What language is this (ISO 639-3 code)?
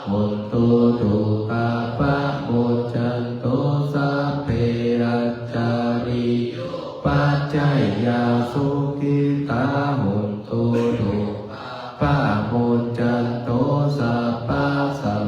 pli